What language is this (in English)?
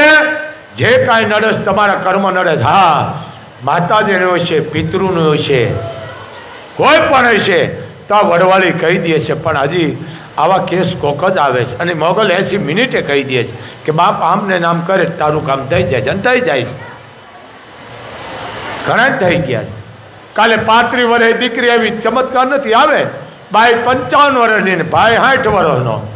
Gujarati